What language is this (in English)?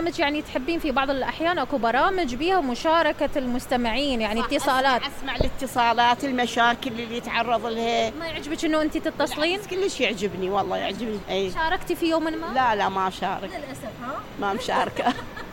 Mesopotamian Arabic